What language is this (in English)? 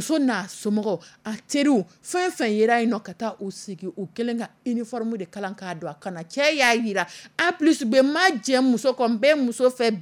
Dyula